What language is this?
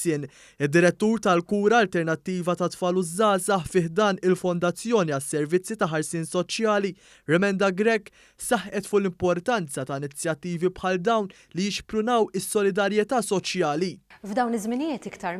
Maltese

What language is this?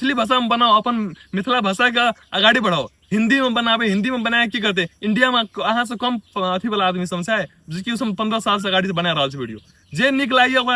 Maithili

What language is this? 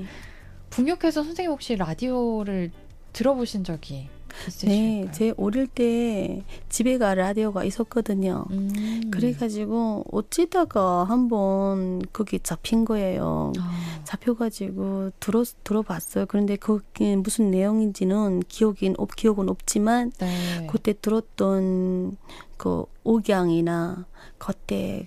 Korean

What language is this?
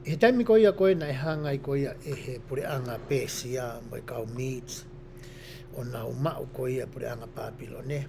Tongan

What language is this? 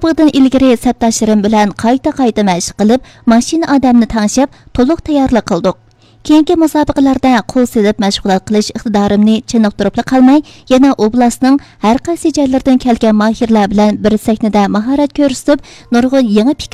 Uyghur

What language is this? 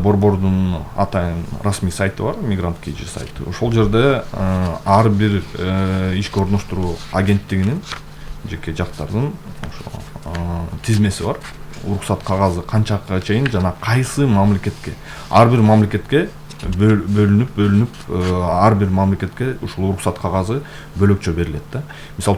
Kyrgyz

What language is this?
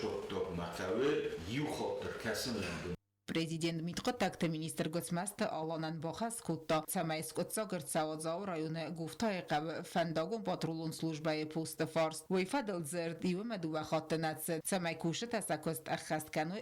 Ossetic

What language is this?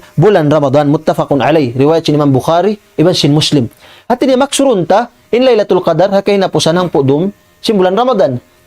Tausug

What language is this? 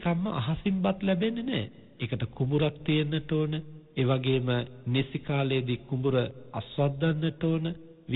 Sinhala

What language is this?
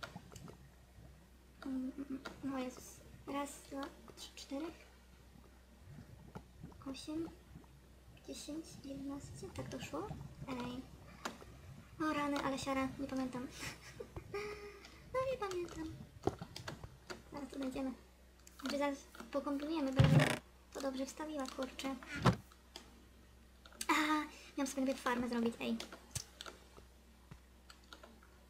Polish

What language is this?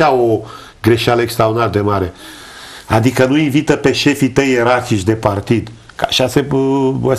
Romanian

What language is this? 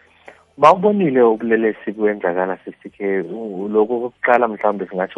South Ndebele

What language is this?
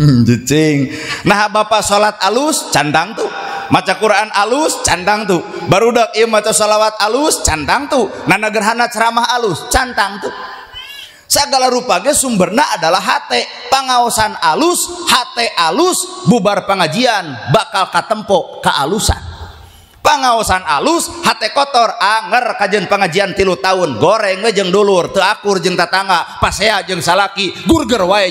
Sundanese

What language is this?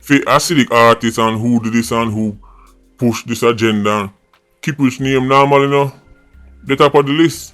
Jamaican Creole English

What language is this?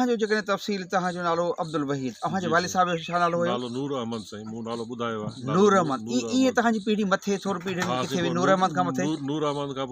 Sindhi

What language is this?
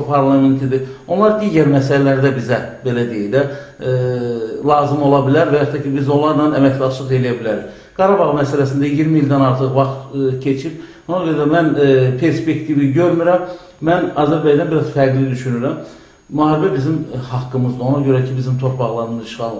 Azerbaijani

